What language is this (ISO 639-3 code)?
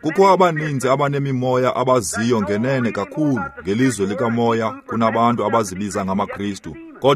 xho